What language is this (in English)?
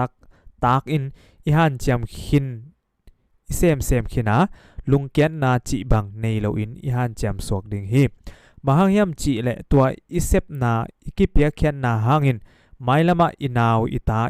Tedim Chin